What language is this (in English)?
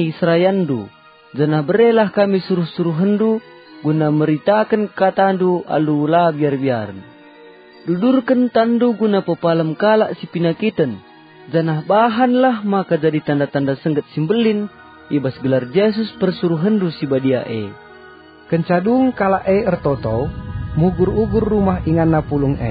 Batak Karo